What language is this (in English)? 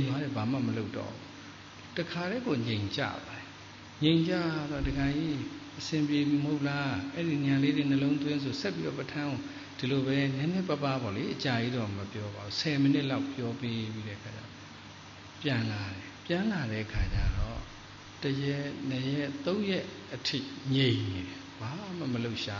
Burmese